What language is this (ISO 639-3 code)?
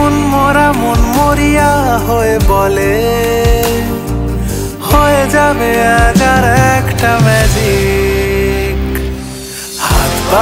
ben